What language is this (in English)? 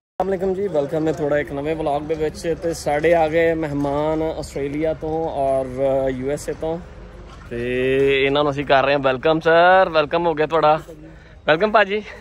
Punjabi